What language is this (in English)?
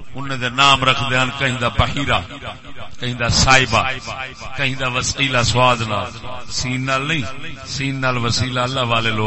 Saraiki